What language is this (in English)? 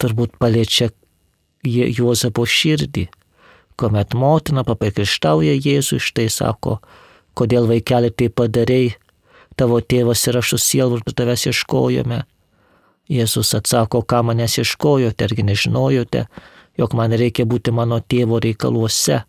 Lithuanian